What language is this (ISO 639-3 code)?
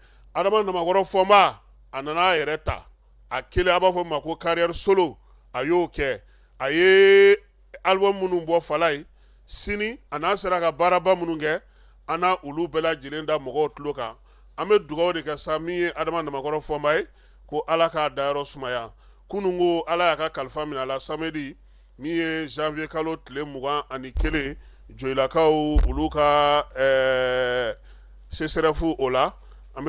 bam